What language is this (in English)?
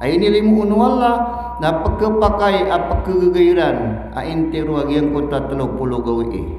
Maranao